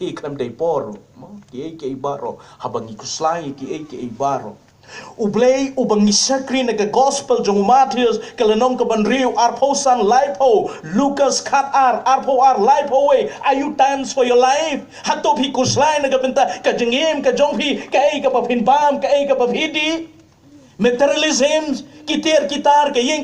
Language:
Khasi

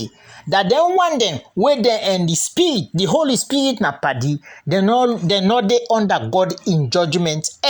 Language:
Krio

